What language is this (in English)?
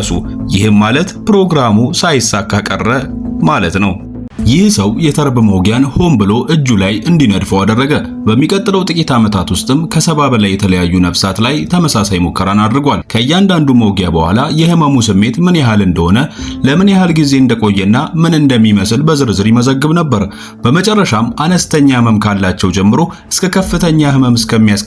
Amharic